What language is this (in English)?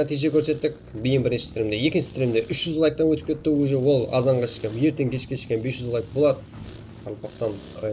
Kara-Kalpak